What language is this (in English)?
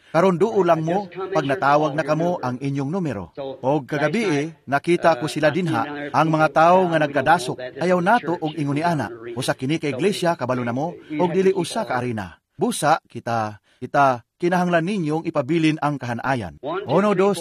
Cebuano